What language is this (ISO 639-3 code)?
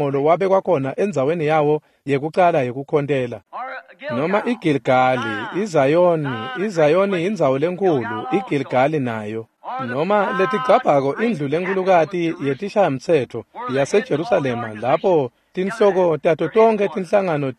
ssw